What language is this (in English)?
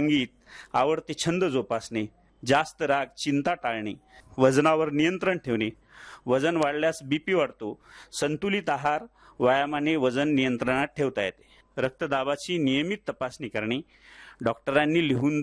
Marathi